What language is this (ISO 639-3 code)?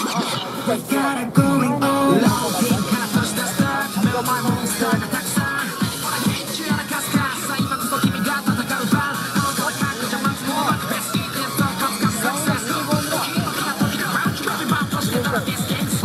jpn